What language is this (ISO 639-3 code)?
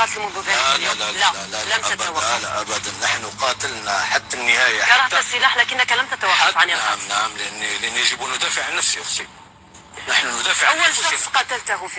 kab